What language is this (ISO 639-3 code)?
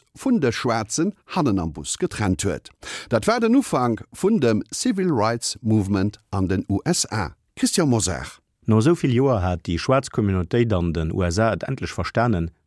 ltz